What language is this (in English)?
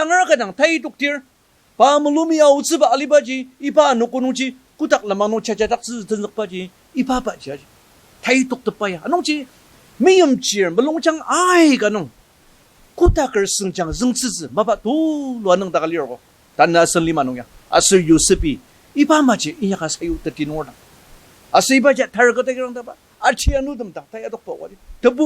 Ao Naga